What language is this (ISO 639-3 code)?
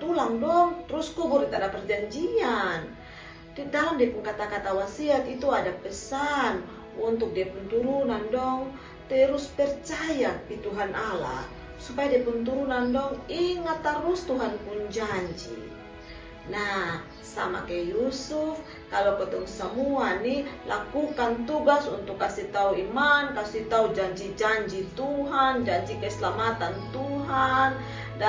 mkn